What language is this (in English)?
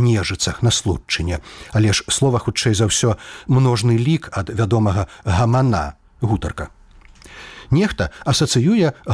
Belarusian